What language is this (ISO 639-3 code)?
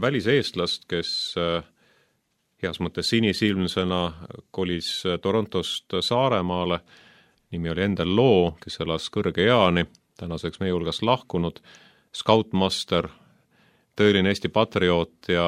est